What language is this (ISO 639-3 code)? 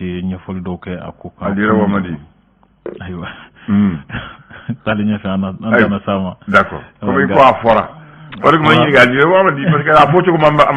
bam